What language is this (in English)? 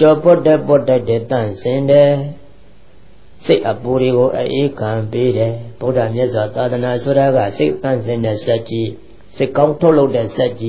Burmese